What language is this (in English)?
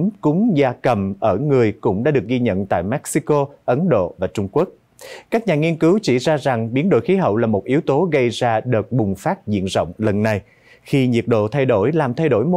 Vietnamese